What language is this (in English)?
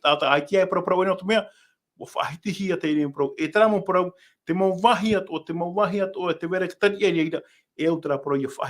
Tahitian